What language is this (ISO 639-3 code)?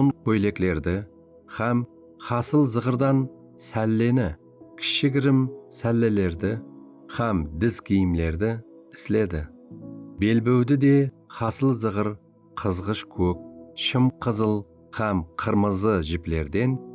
kaa